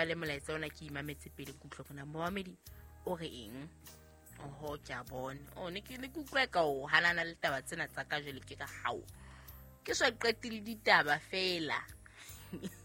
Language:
Southern Sotho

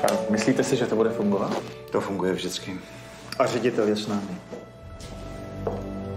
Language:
Czech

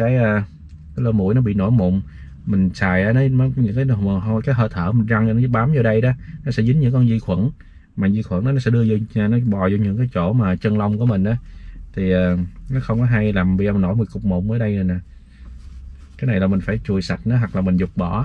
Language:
Vietnamese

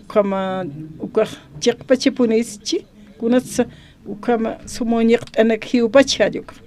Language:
Aymara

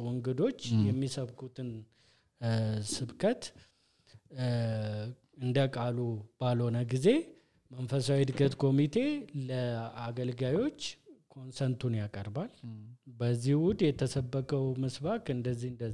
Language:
Amharic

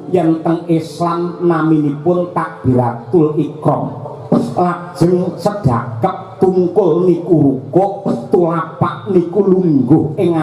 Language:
Javanese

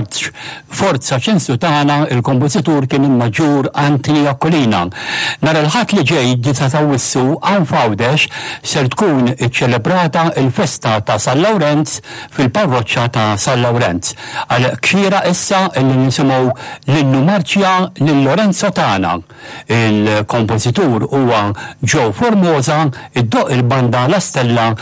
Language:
Maltese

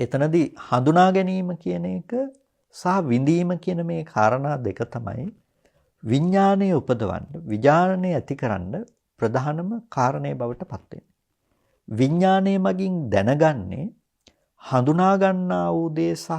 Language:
Sinhala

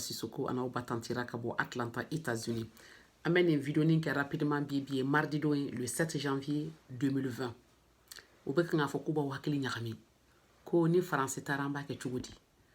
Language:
Bambara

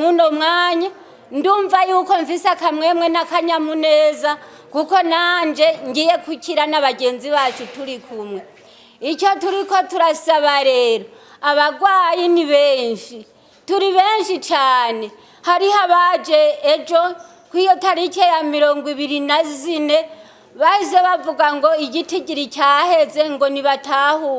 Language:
Rundi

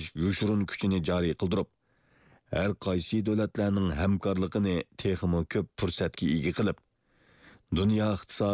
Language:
Uyghur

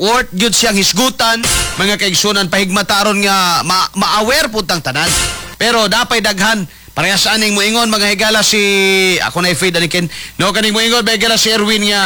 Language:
Cebuano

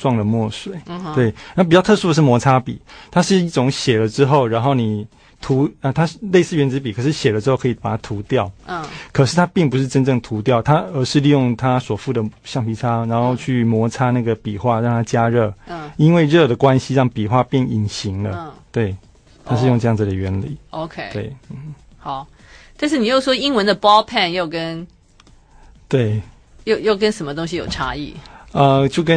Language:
Chinese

